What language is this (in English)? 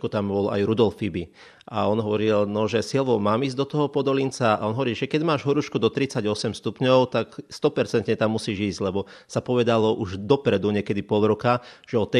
Slovak